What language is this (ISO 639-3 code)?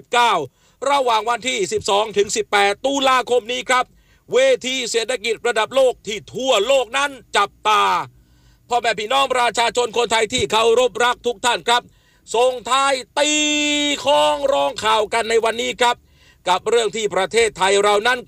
tha